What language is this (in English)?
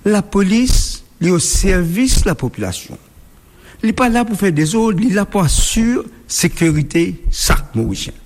Morisyen